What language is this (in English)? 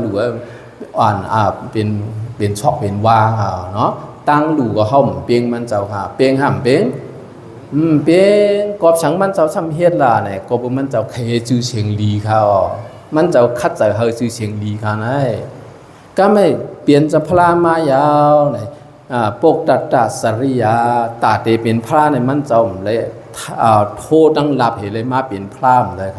Shan